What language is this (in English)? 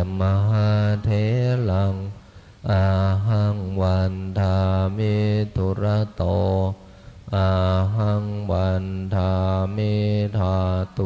Pali